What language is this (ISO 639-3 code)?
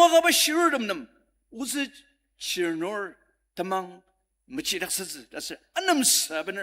njo